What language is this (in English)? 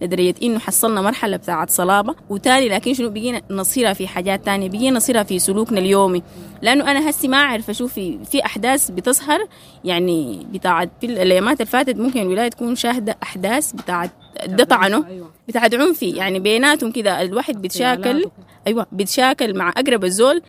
Sudanese Arabic